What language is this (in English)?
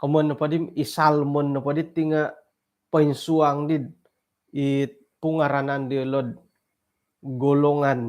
Central Dusun